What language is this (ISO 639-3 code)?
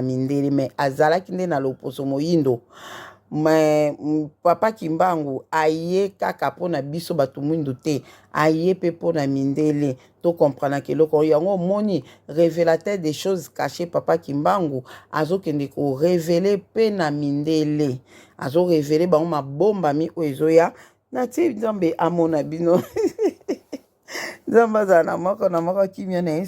lin